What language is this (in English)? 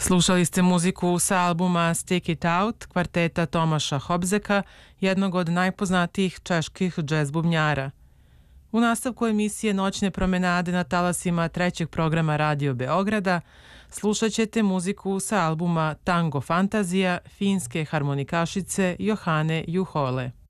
Serbian